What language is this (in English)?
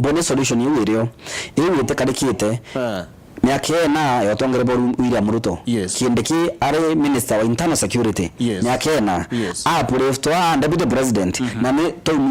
Meru